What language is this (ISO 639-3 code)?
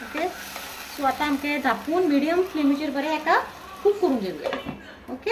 kok